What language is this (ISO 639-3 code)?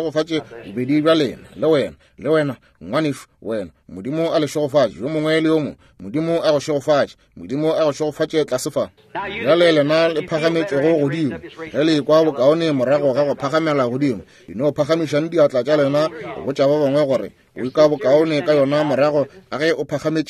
nso